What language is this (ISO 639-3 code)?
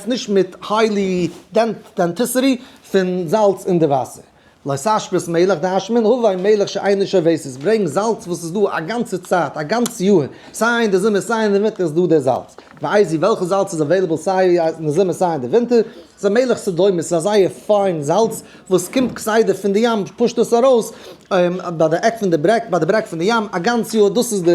yid